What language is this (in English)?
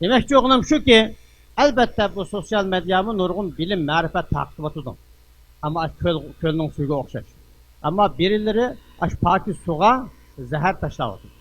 Uyghur